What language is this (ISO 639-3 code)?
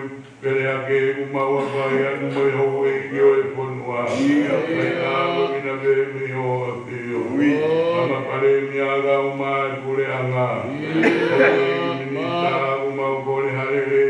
ton